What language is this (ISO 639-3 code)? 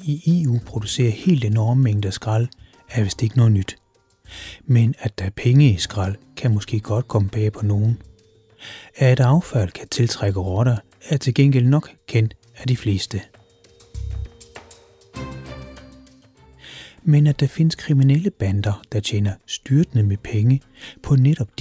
dan